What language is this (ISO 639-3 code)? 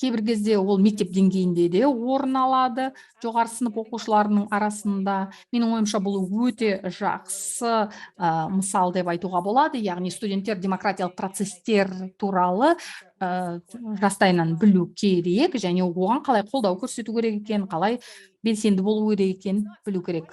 kaz